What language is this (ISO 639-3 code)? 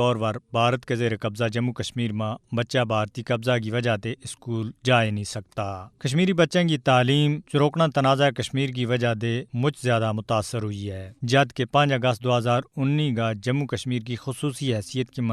gju